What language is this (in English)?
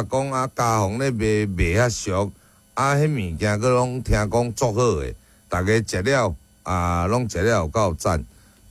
Min Nan Chinese